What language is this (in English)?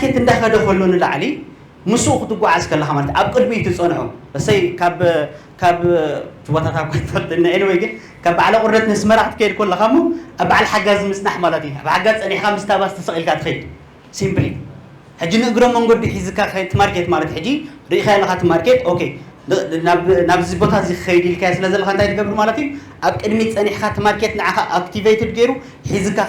Tigrinya